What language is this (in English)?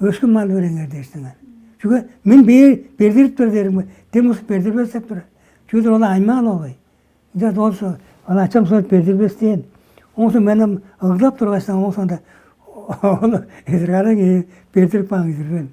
Tuvinian